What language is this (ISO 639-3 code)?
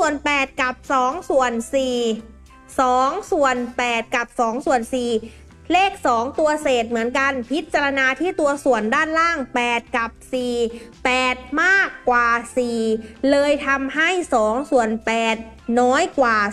tha